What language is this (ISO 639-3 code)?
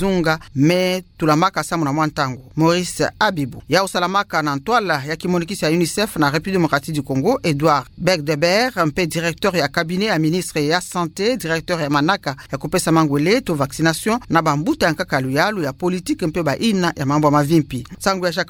ktu